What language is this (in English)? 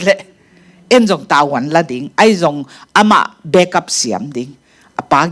Tedim Chin